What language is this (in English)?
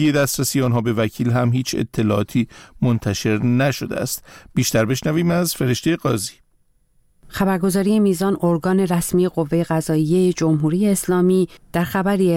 Persian